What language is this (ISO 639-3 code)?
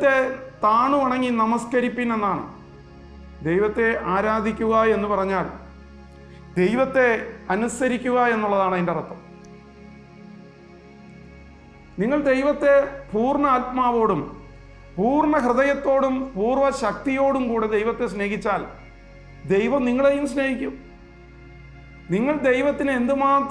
mal